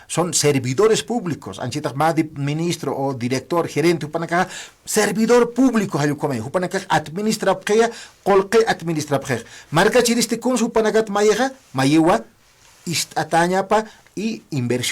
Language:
Aymara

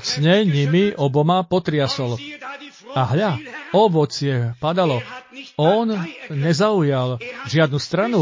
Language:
Slovak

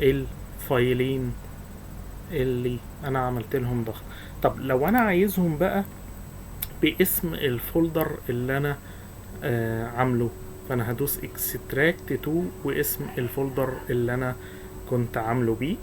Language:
Egyptian Arabic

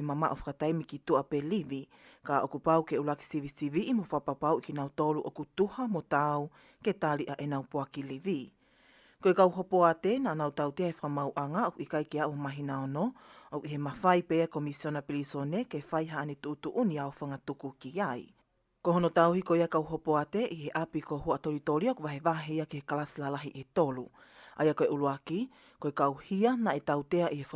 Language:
Tongan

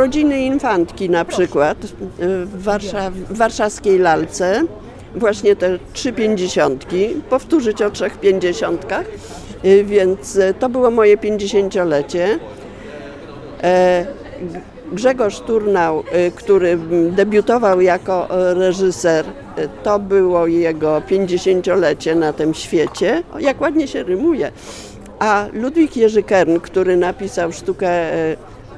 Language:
Polish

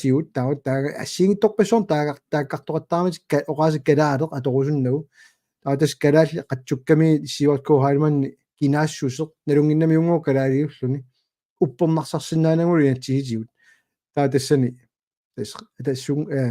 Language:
Kalaallisut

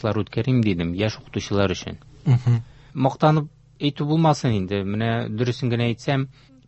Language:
Tatar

